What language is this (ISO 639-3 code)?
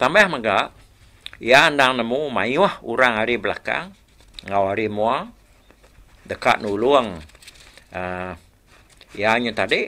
iba